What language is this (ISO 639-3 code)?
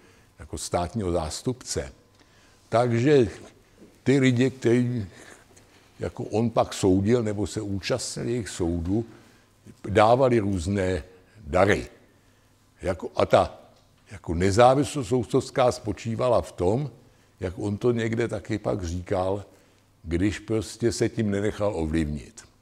ces